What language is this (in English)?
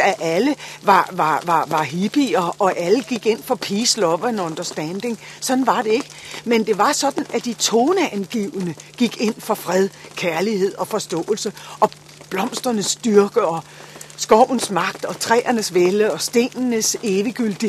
Danish